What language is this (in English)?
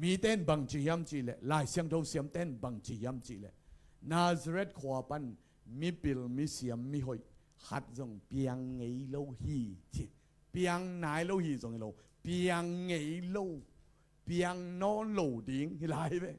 Tedim Chin